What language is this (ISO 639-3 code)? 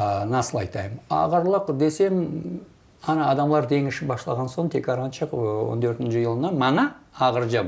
crh